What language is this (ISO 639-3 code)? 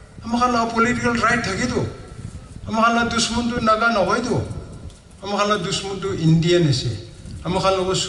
nag